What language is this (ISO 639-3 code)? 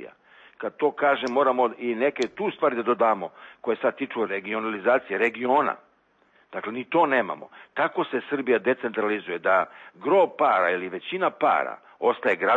srp